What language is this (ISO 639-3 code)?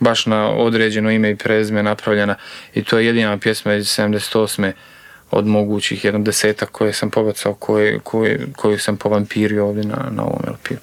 hrv